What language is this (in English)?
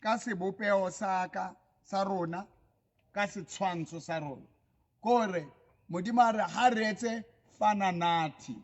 Southern Sotho